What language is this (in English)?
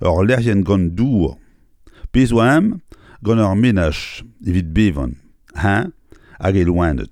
Breton